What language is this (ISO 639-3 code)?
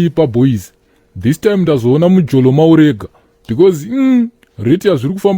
sna